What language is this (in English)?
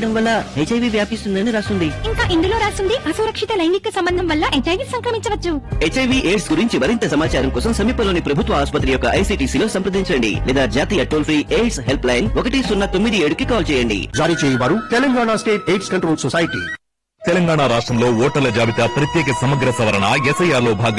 Telugu